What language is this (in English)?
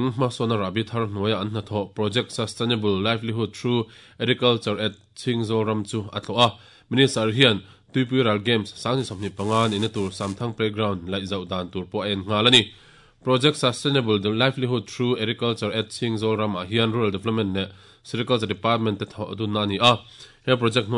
Mizo